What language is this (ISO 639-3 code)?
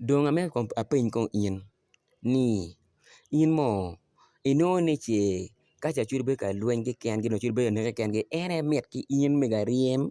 ach